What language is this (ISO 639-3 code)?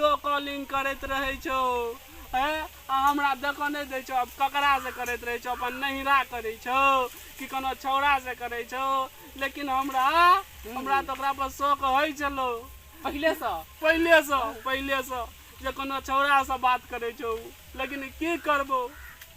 mai